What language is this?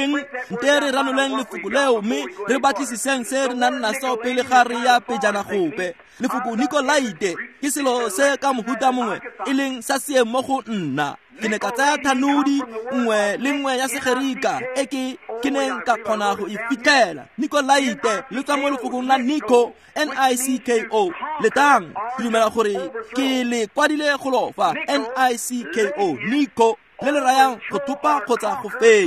Tswana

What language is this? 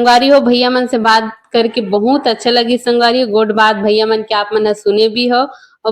Chhattisgarhi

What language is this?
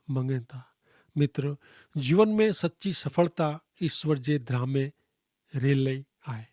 Kachhi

